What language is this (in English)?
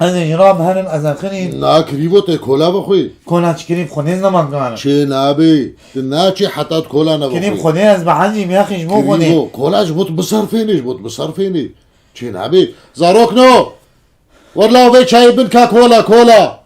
Kurdish